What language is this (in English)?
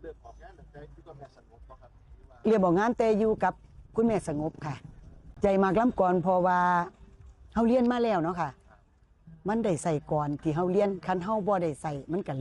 Northeastern Thai